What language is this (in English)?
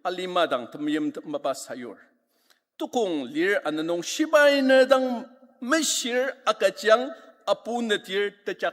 Ao Naga